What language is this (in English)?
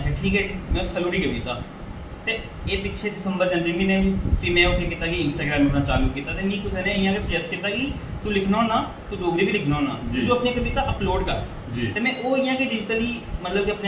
Dogri